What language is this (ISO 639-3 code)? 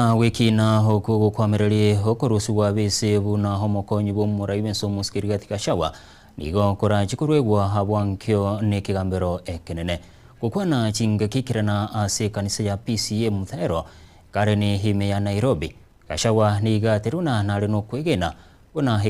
guz